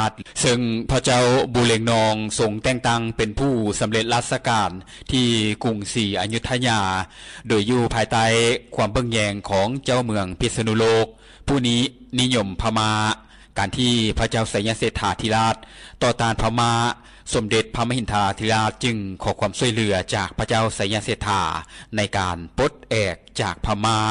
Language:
Lao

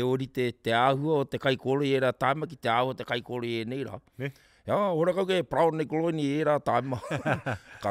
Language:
Māori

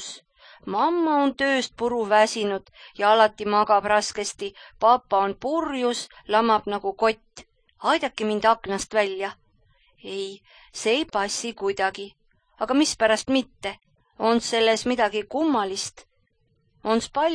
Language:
Estonian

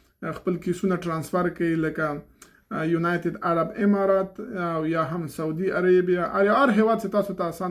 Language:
Pashto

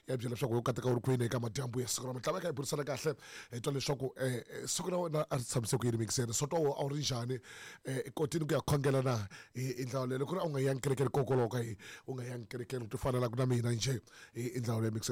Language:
Tsonga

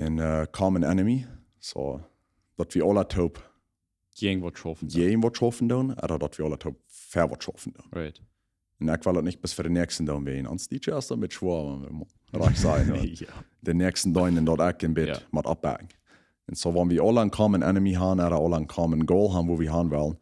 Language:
Plautdietsch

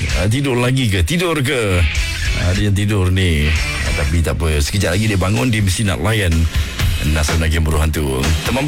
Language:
Malay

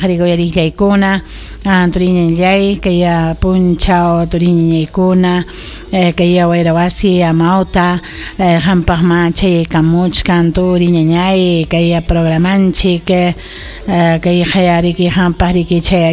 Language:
Ayacucho Quechua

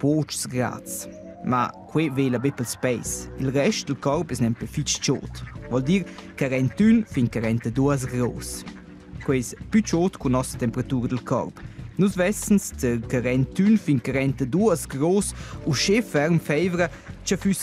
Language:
Romansh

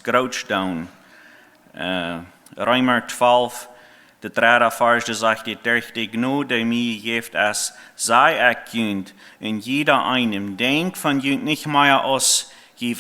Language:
Plautdietsch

